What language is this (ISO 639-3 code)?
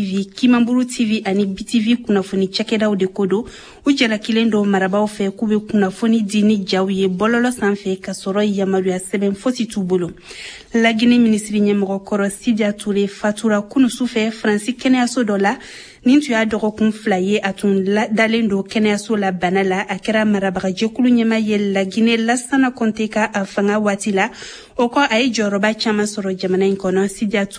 bam